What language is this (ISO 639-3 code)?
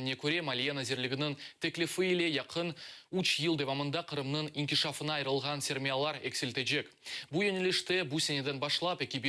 crh